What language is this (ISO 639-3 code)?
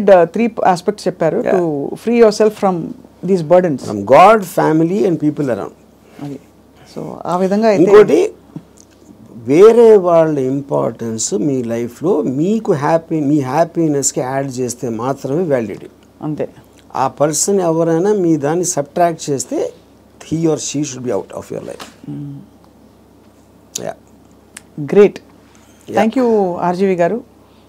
tel